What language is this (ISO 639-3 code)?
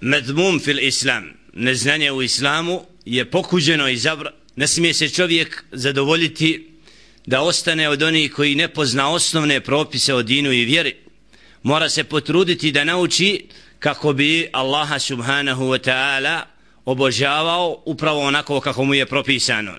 bos